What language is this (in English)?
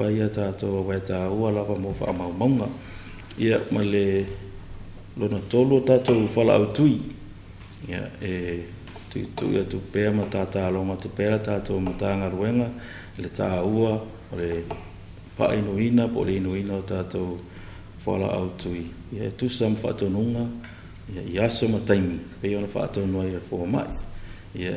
Samoan